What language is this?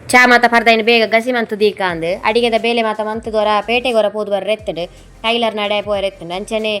Tulu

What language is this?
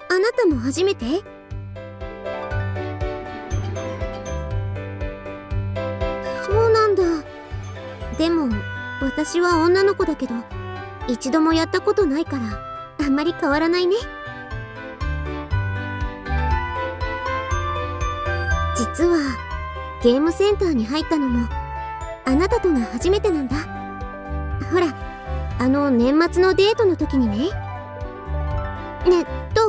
Japanese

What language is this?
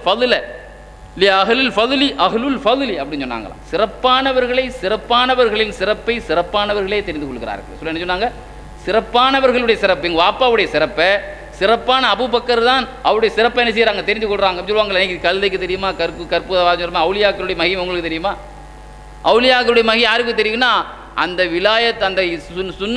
Tamil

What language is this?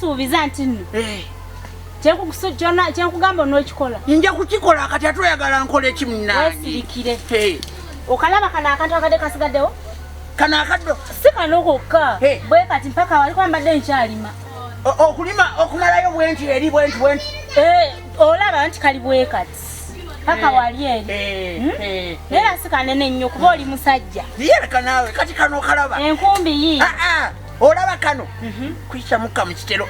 Ganda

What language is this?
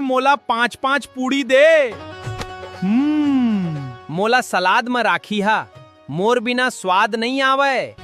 Chhattisgarhi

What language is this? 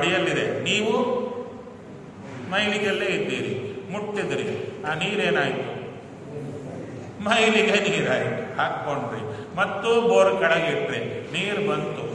Kannada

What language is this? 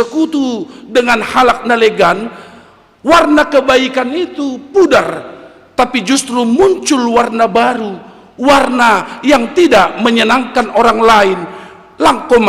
Batak Simalungun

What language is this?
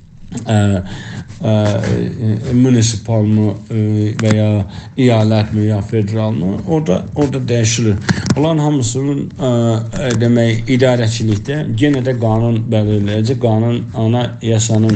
South Azerbaijani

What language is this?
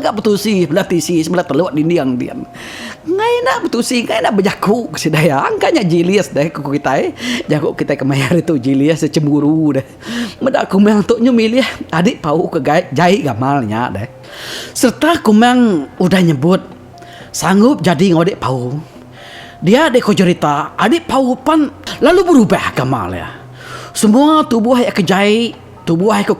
Iban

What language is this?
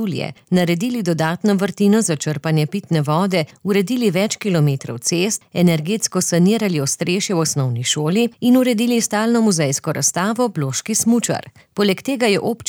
Slovenian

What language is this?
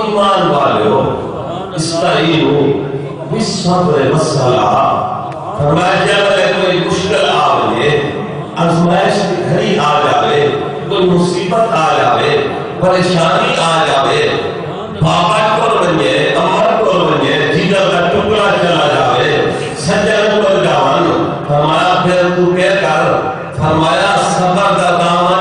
Saraiki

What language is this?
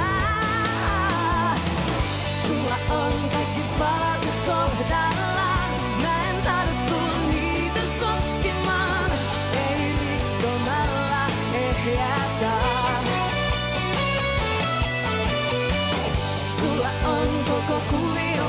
Finnish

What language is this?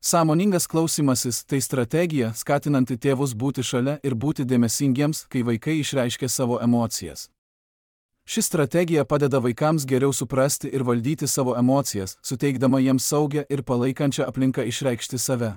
Lithuanian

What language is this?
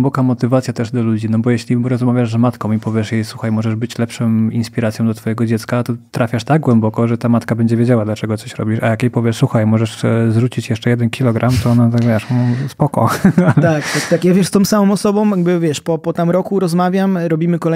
Polish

